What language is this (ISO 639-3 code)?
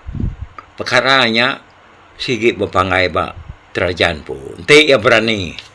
iba